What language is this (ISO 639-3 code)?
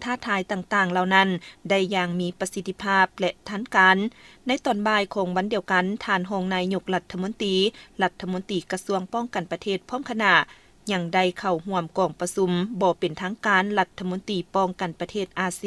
lao